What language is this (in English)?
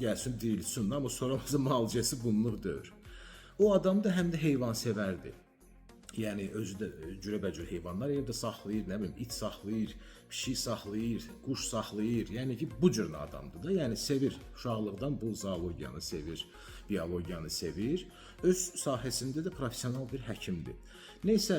Azerbaijani